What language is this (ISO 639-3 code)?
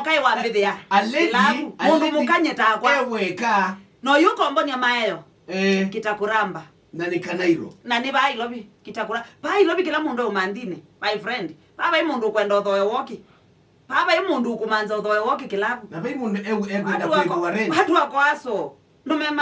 kam